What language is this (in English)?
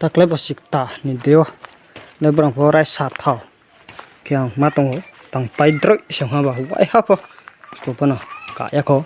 Riang (India)